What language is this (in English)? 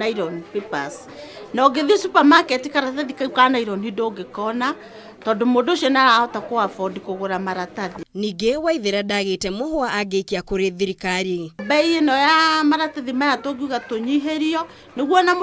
Kikuyu